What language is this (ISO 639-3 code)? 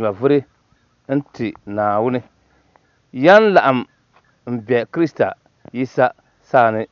dag